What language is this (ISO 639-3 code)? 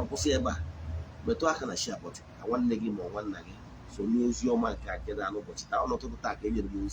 ibo